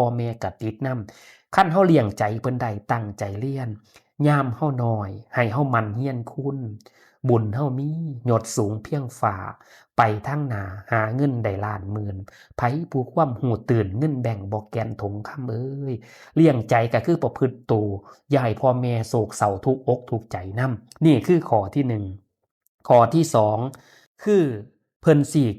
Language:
Northeastern Thai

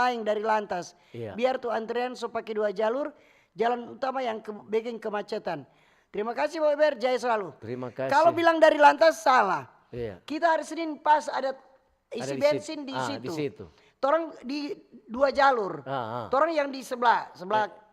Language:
Manado Malay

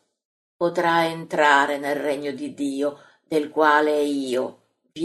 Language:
Italian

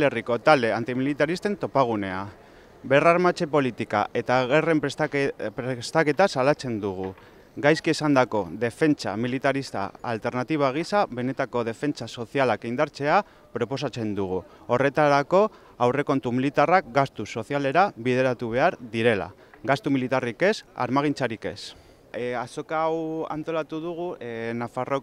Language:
Basque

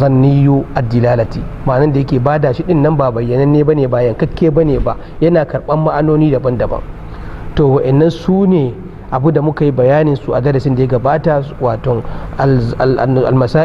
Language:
Hausa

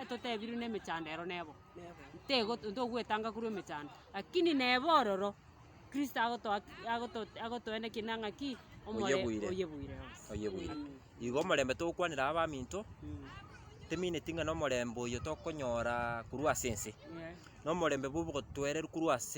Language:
Gusii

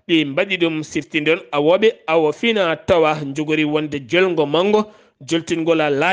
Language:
Fula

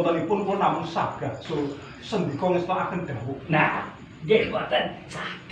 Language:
Javanese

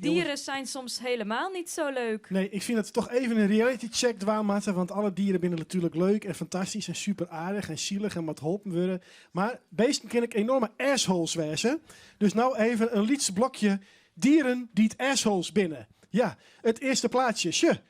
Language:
Western Frisian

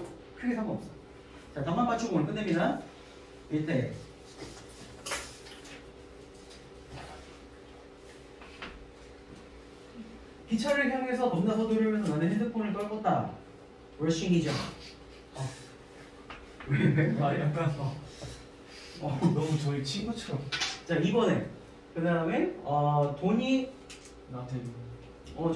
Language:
Korean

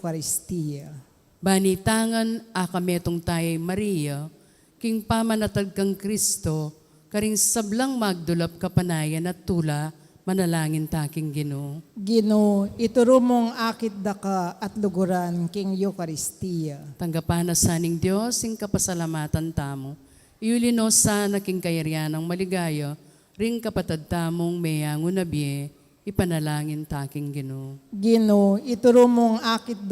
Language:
Pampanga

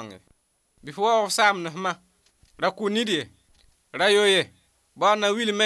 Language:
Mossi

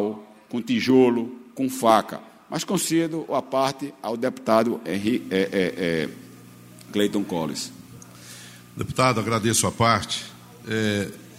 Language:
Portuguese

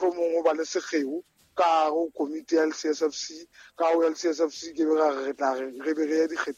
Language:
Southern Sotho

